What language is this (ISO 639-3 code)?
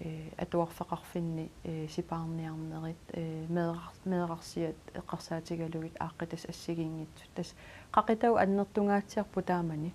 kal